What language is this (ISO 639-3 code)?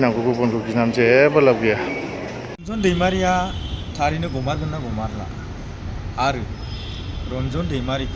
brx